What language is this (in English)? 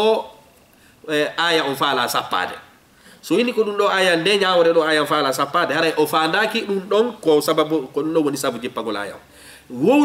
Fula